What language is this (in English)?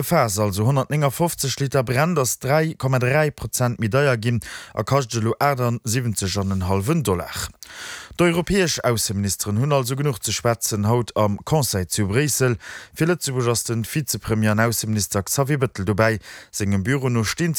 Luxembourgish